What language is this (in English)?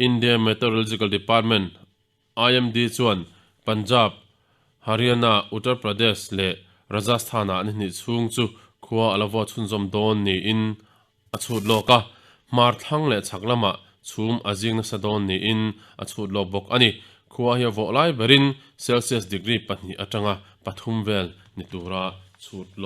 Mizo